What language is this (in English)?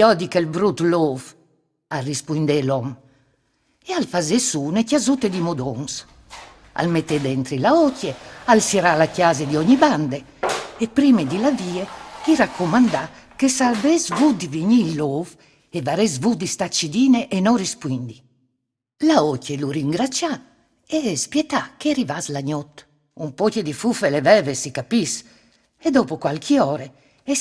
Friulian